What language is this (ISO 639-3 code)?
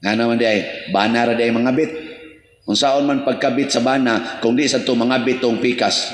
ceb